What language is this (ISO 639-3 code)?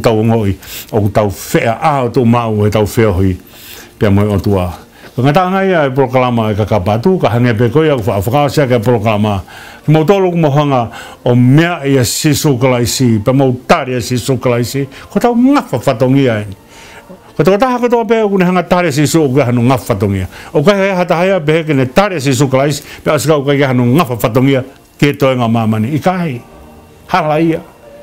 ton